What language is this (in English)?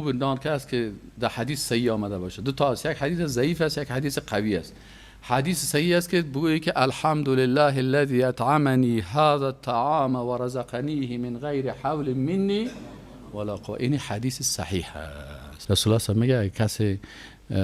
Persian